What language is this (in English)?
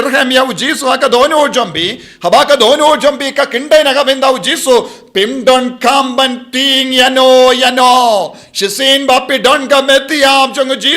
Khasi